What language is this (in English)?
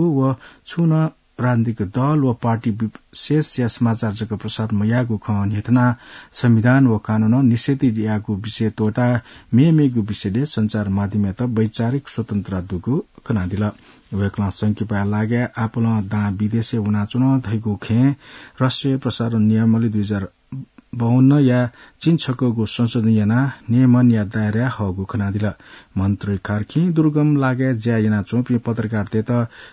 Newari